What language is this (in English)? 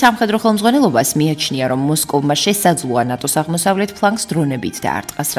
Georgian